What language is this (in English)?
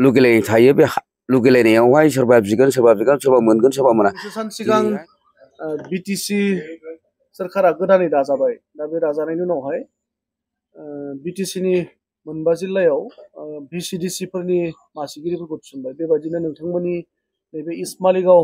Bodo